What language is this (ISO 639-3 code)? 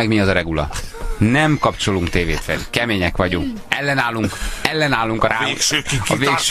hun